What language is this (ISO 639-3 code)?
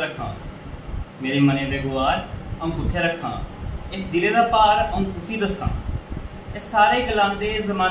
doi